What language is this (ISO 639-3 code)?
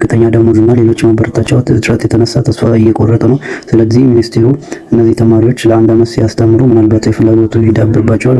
amh